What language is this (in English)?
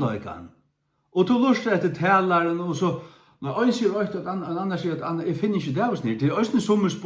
Faroese